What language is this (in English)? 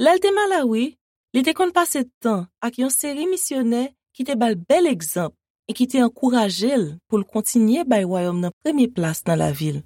Haitian Creole